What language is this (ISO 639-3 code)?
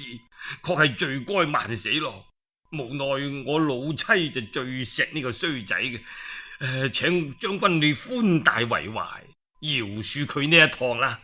yue